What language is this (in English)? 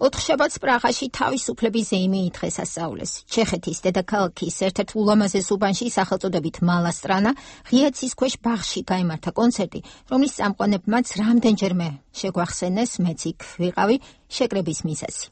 Georgian